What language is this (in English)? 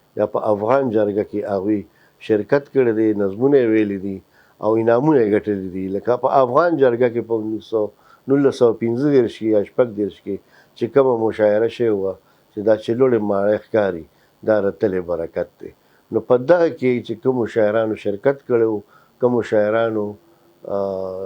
Pashto